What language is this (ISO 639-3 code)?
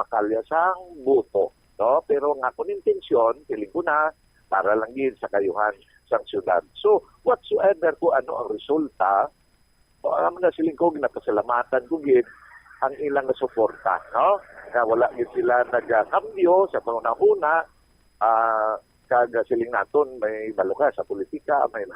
hil